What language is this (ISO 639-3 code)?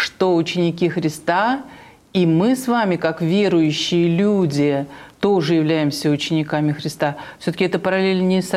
rus